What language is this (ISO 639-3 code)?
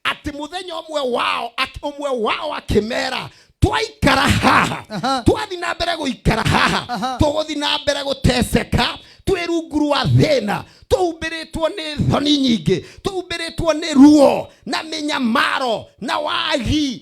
kik